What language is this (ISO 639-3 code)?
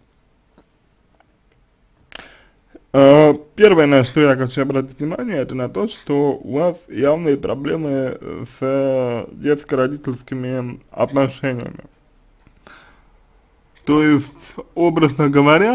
rus